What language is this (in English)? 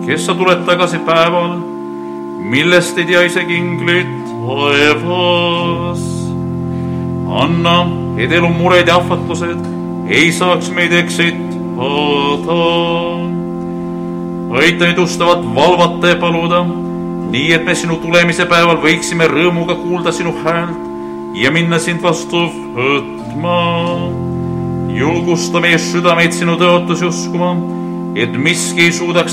Estonian